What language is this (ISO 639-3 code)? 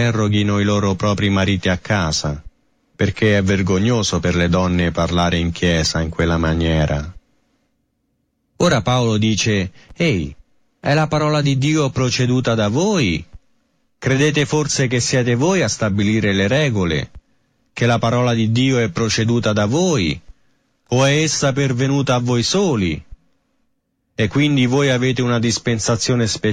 ita